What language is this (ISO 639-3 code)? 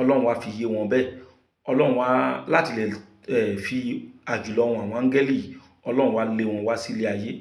yor